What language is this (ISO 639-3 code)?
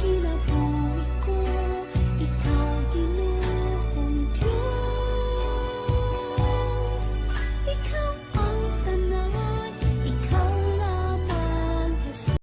ceb